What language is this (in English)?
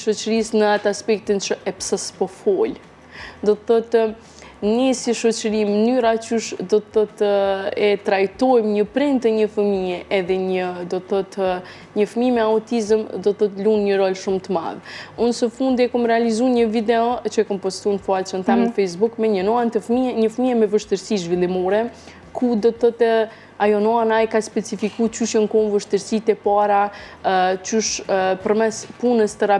Albanian